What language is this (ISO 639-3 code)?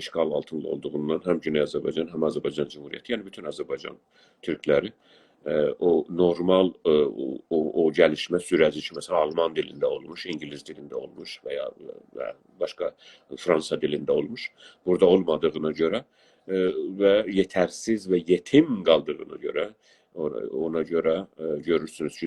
azb